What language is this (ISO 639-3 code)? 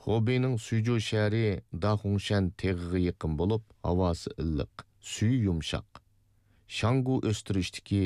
uig